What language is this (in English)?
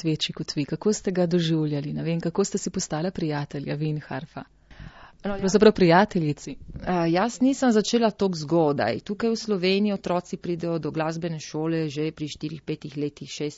Slovenian